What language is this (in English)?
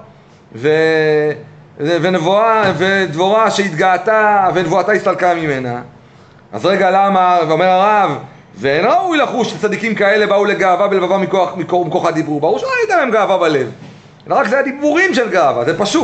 Hebrew